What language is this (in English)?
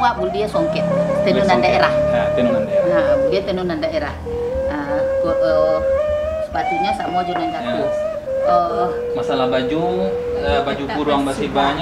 Minangkabau